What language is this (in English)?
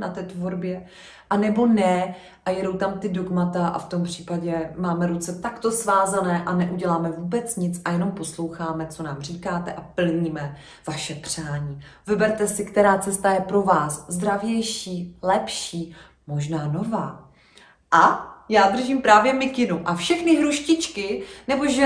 Czech